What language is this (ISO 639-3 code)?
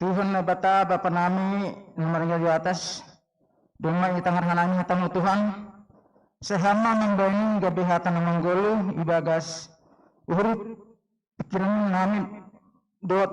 bts